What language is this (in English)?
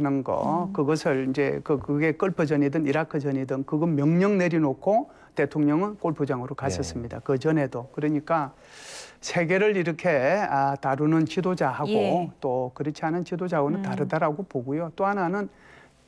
Korean